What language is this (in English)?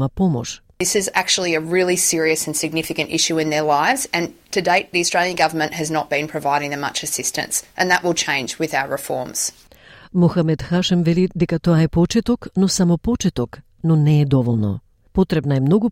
Macedonian